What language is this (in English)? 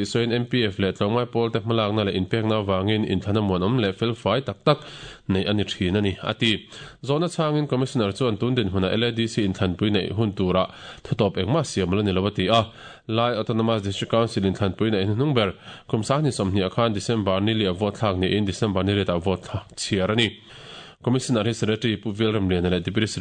Mizo